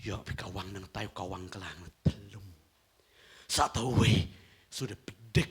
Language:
Khasi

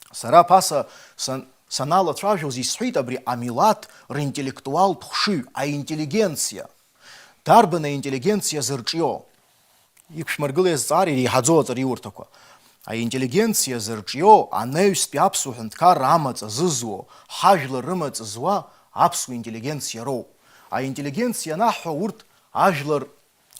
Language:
Abkhazian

